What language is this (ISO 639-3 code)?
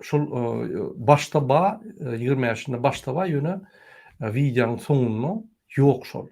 tuk